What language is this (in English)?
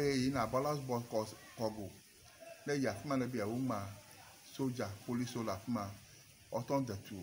Ewe